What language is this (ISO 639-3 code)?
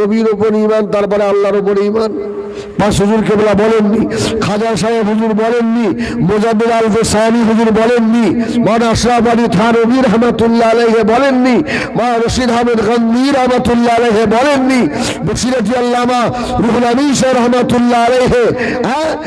ben